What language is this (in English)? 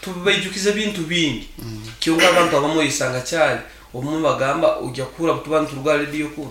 Nyankole